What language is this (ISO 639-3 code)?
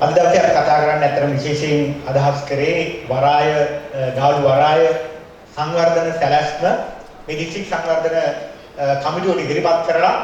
sin